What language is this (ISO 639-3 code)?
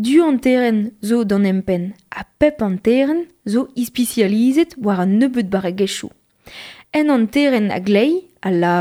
bre